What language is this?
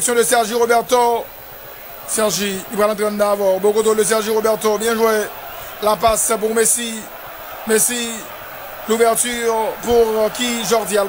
French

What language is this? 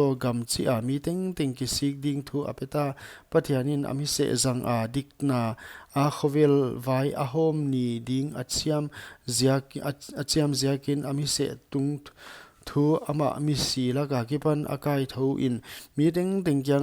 Paite Chin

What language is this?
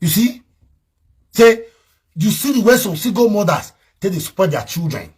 Nigerian Pidgin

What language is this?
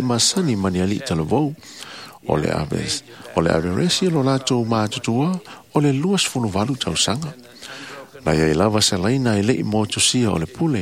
Samoan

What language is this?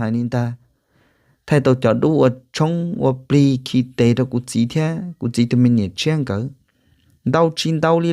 Hmong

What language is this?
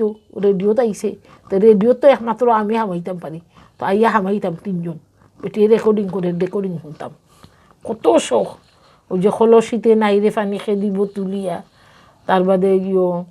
Sylheti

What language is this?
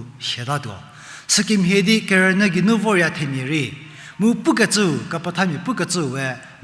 Angami Naga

